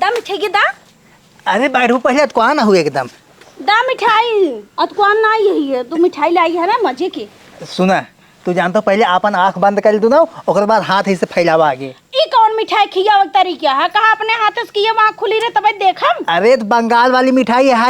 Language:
Awadhi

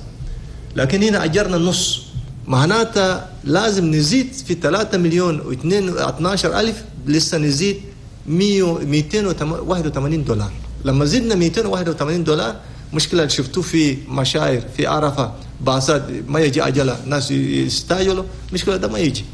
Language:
Chadian Arabic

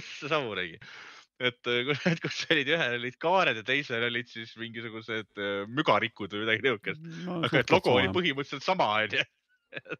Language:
Estonian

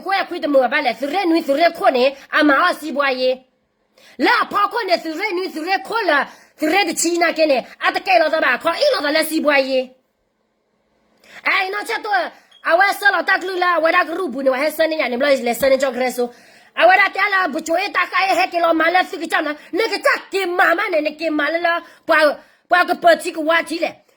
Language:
S'gaw Karen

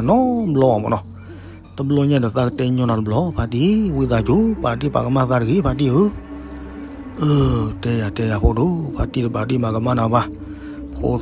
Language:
S'gaw Karen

